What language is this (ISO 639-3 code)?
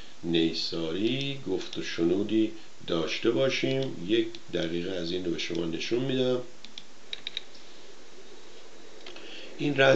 fas